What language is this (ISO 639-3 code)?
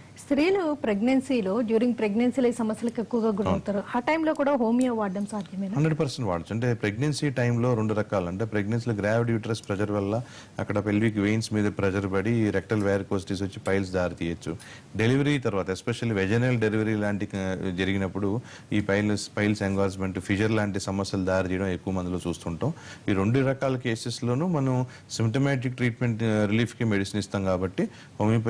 tel